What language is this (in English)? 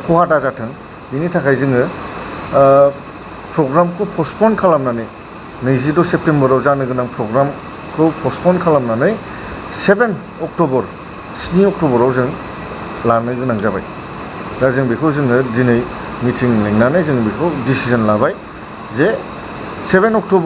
Bodo